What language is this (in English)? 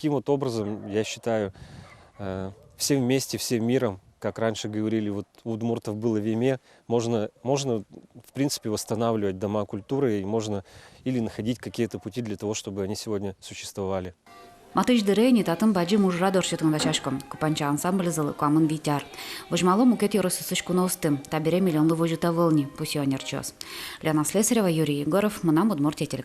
Udmurt